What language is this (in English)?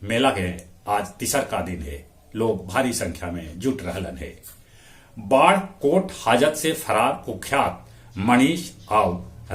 Magahi